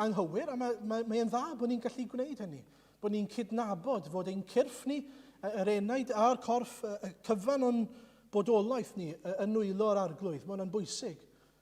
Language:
Welsh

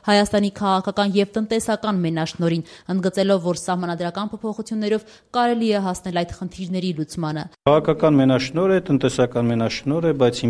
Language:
Armenian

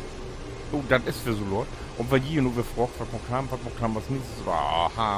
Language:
Low German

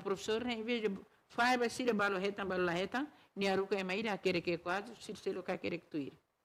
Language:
Tetum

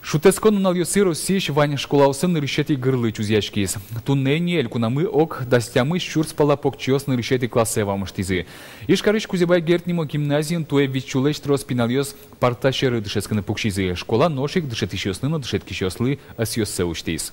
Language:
Udmurt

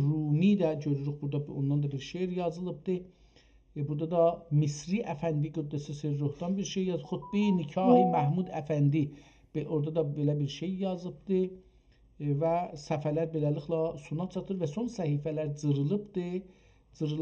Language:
South Azerbaijani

